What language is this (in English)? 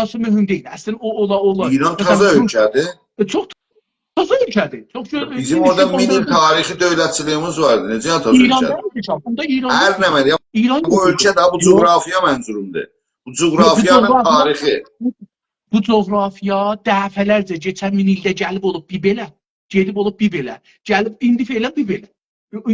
South Azerbaijani